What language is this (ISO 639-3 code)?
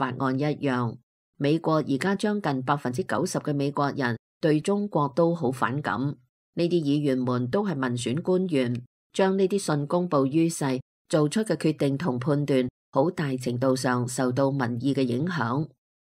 yue